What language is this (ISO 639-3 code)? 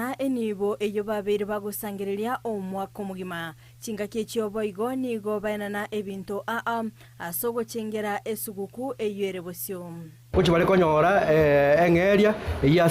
guz